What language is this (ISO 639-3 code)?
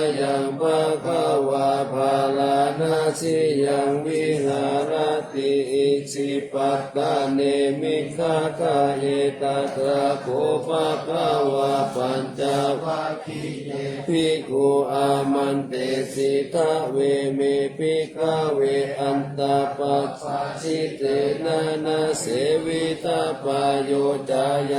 pli